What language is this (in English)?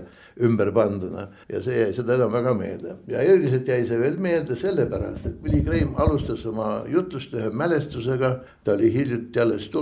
Estonian